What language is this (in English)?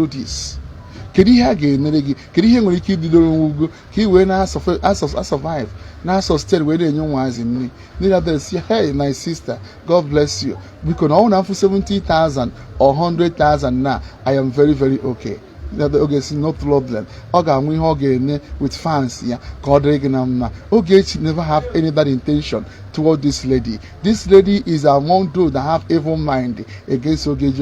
Igbo